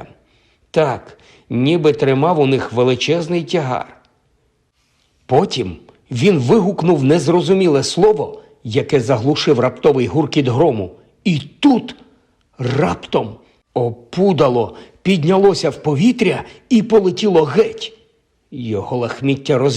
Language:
Ukrainian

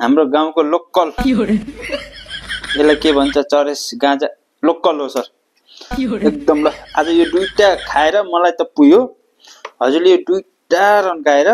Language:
Nepali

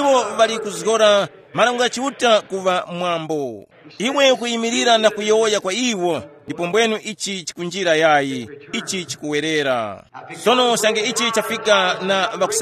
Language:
Tumbuka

